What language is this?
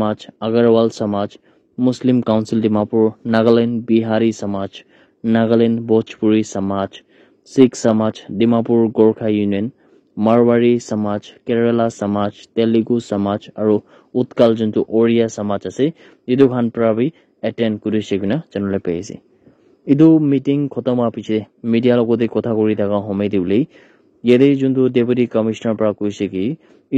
Naga Pidgin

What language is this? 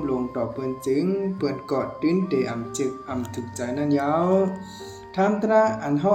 Shan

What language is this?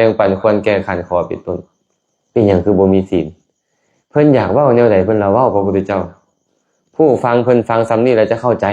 Lao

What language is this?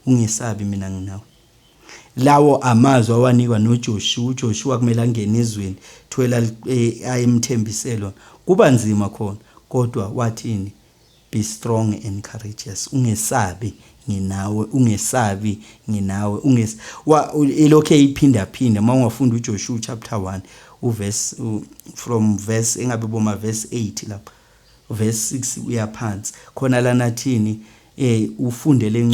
Zulu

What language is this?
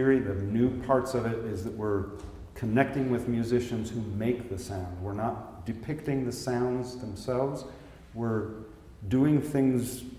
English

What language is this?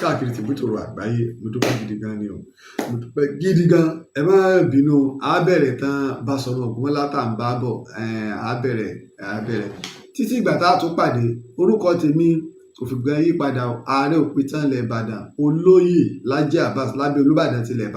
Yoruba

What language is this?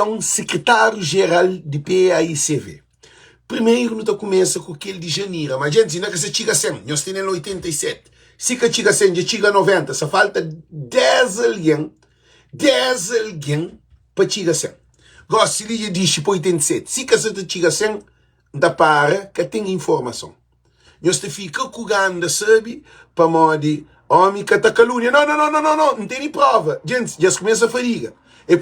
Kabuverdianu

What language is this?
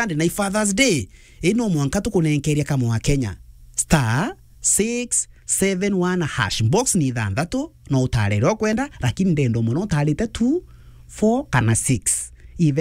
Meru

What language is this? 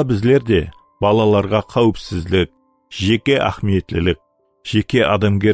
Kara-Kalpak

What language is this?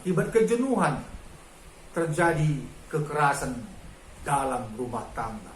Batak Karo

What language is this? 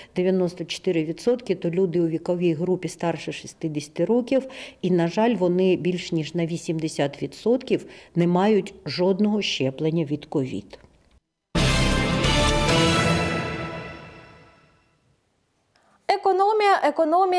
Ukrainian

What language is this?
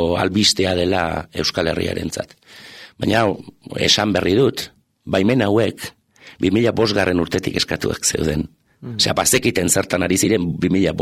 Basque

